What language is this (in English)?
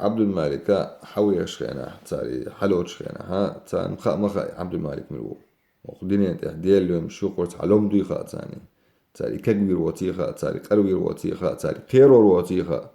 Chechen